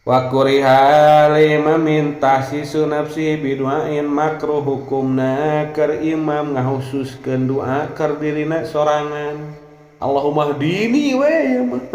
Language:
Sundanese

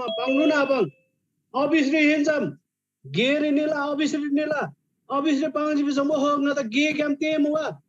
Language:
Eastern Tamang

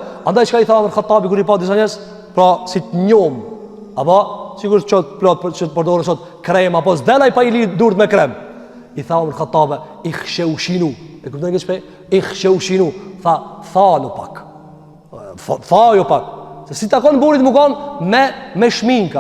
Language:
Albanian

